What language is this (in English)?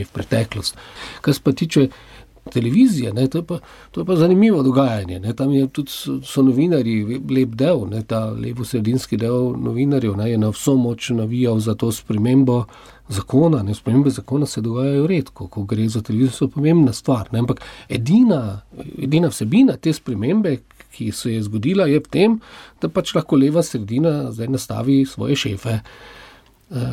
Slovenian